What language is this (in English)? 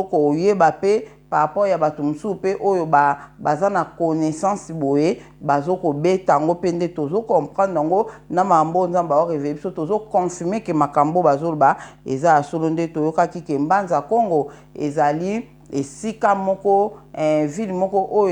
Lingala